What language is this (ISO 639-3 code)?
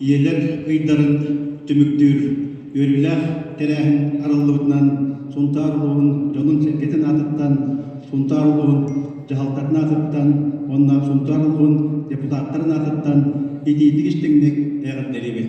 sah